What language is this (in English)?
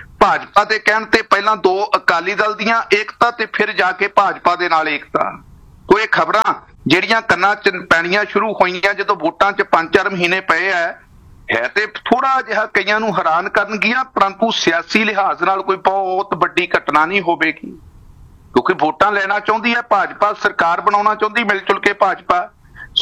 Punjabi